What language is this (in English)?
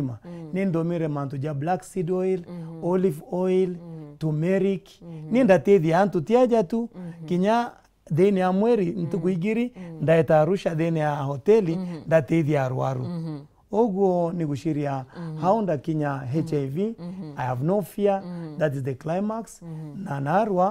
Meru